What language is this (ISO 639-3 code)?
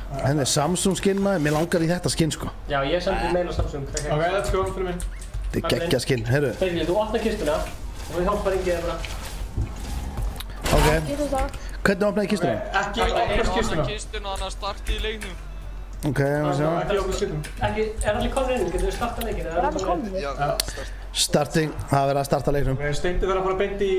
isl